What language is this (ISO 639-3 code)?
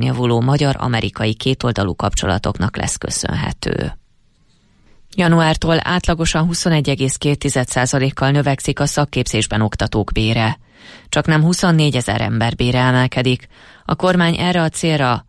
hun